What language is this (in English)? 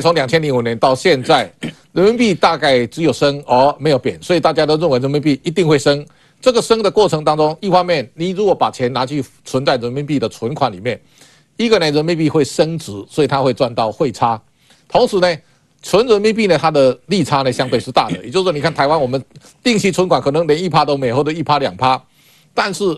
Chinese